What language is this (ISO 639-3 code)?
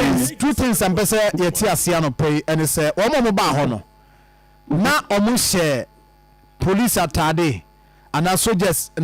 aka